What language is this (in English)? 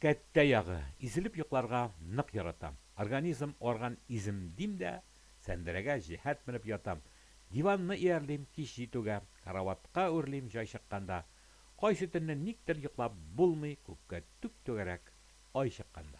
Tatar